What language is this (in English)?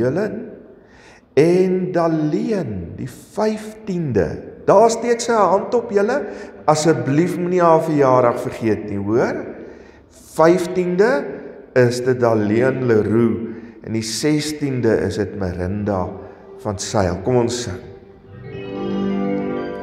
Afrikaans